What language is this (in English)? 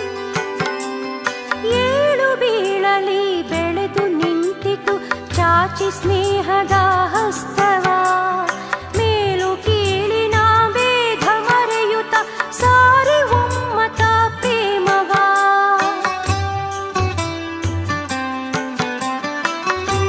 Kannada